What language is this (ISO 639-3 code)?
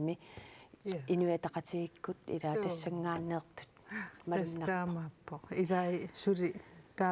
kal